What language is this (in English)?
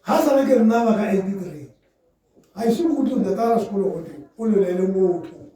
Tswana